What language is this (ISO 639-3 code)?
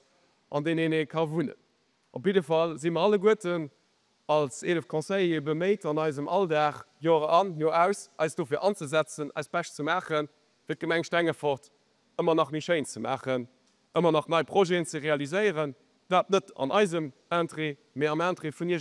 ltz